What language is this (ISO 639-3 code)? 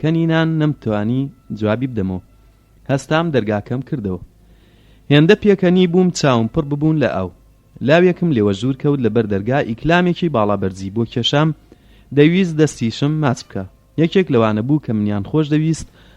ckb